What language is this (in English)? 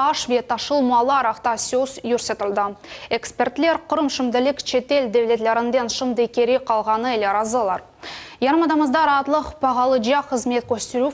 Crimean Tatar